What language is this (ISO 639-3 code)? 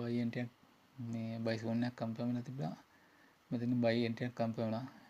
sin